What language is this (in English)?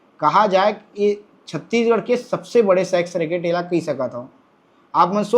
Chhattisgarhi